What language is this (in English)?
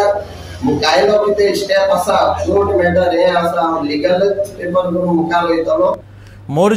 Konkani